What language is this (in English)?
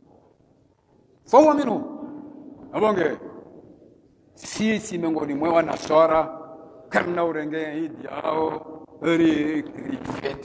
Swahili